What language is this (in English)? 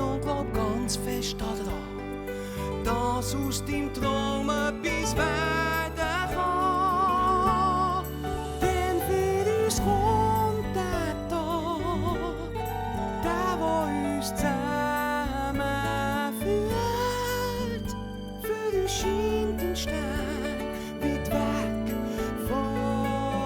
Swiss German